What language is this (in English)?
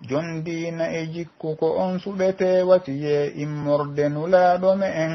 Pular